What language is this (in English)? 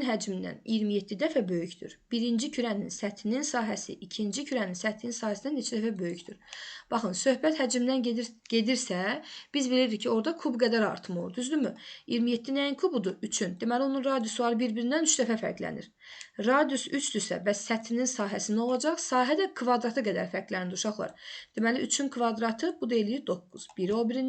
Azerbaijani